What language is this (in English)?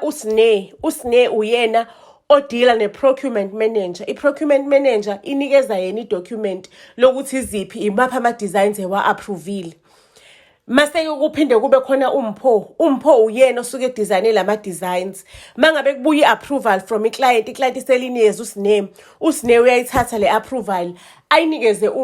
Zulu